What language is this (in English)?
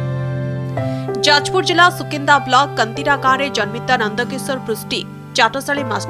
Odia